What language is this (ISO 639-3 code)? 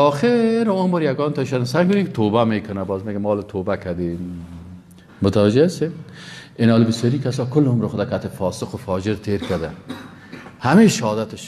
fas